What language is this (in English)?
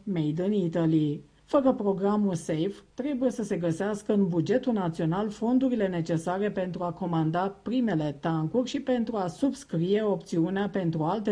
Romanian